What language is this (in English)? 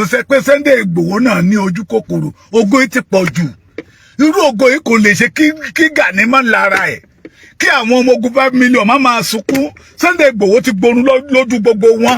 Yoruba